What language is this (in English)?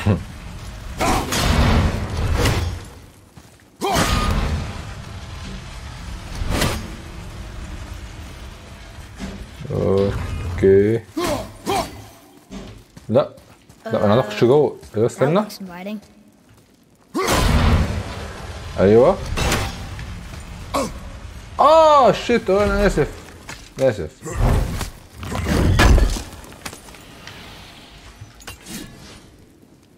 Egyptian Arabic